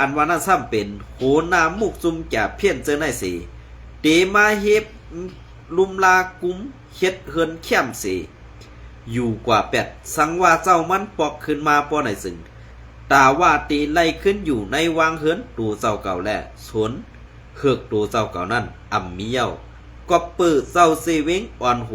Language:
Shan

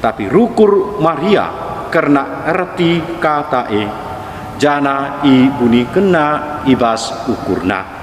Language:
Batak Karo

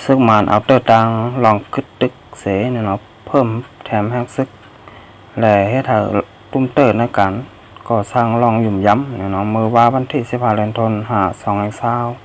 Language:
Shan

